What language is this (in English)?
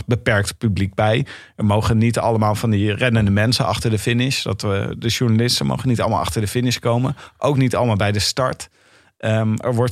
Dutch